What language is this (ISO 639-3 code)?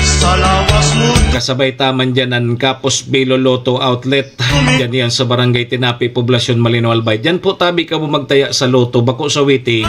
bik